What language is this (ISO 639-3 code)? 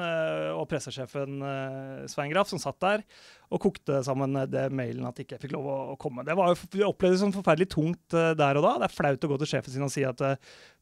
nor